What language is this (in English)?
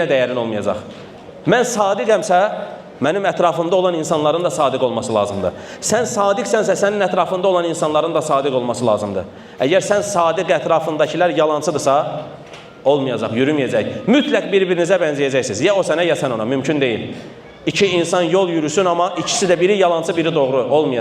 Azerbaijani